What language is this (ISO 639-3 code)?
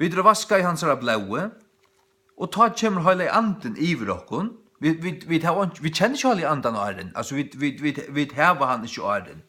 fao